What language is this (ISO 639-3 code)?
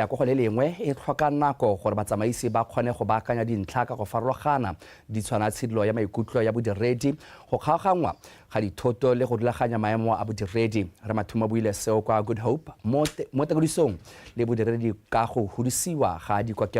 tsn